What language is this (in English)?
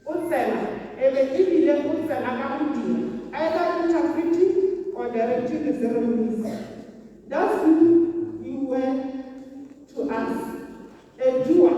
Tswana